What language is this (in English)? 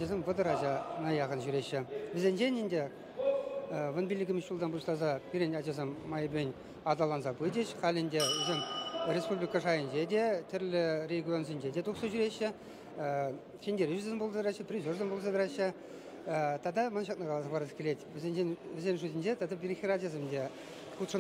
Chuvash